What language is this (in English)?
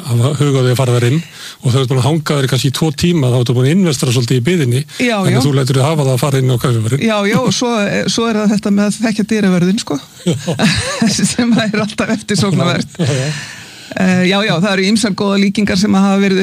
Icelandic